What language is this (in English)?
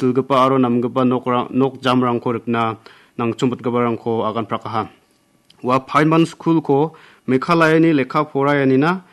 Garo